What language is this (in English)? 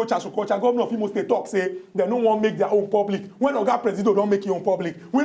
Nigerian Pidgin